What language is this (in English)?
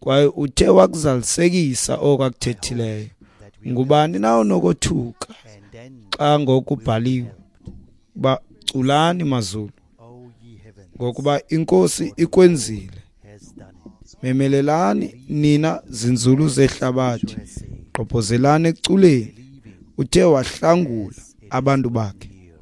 Xhosa